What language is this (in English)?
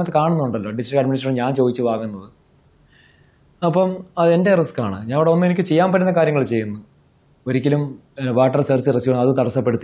Malayalam